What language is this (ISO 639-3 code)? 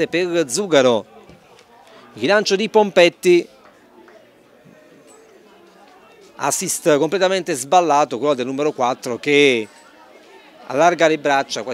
ita